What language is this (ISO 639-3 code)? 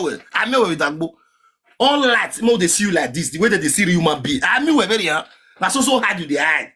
pcm